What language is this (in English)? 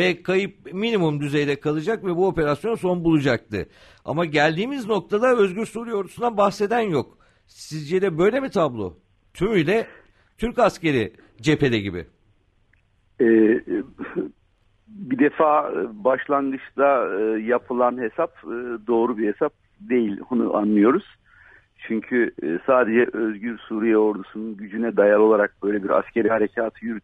Turkish